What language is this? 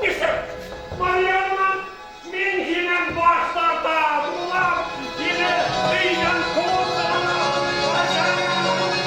Bashkir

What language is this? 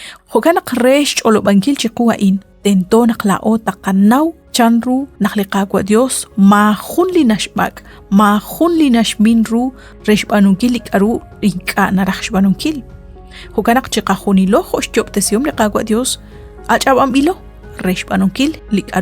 Kekchí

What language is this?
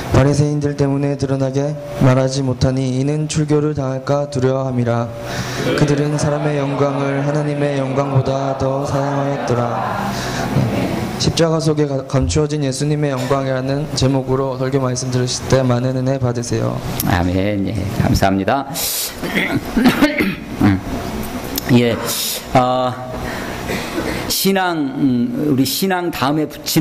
Korean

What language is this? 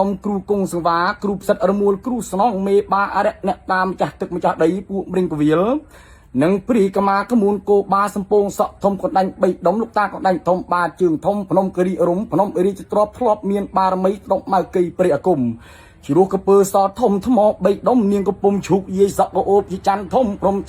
Khmer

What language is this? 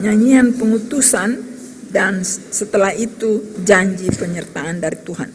Ambonese Malay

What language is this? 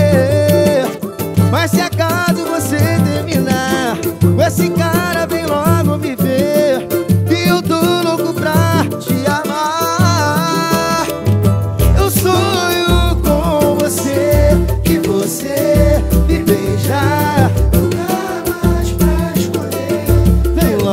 Portuguese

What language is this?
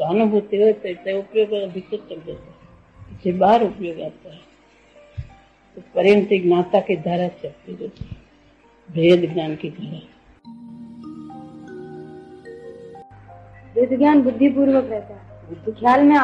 Gujarati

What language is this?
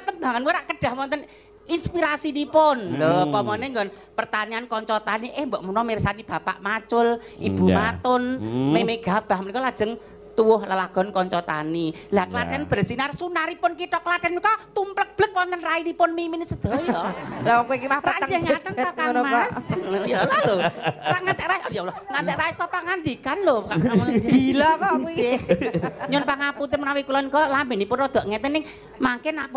Javanese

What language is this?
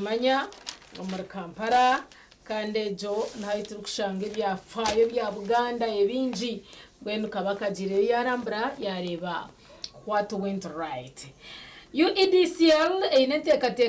Nyankole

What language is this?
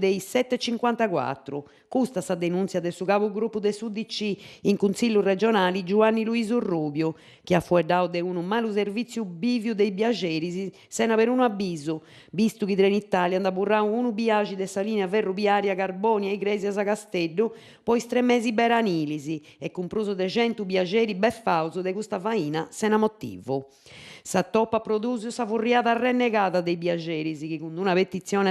Sardinian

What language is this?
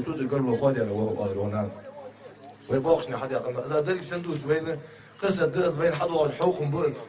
Ingush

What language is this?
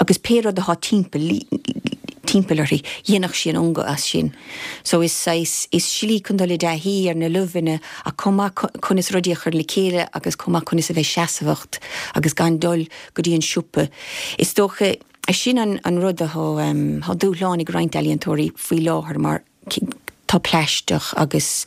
Irish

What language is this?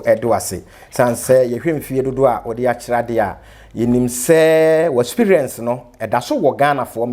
Akan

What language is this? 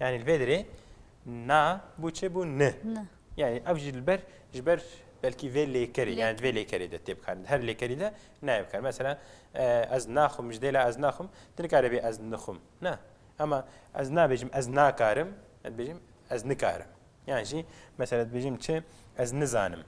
Kurdish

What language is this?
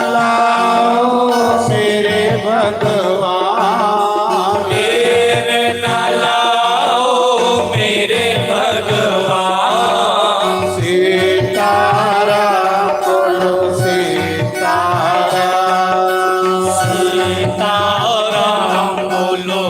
Dogri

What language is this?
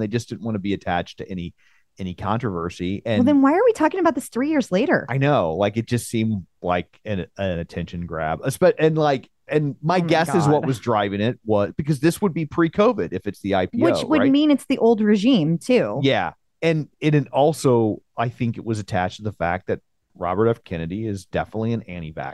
English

